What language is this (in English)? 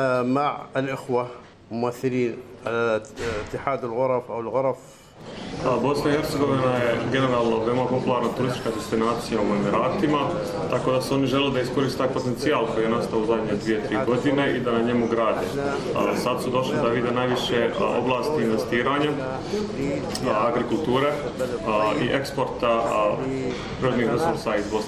Bosnian